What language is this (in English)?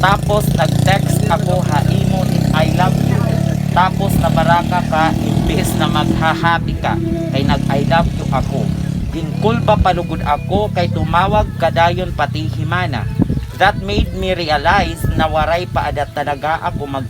Waray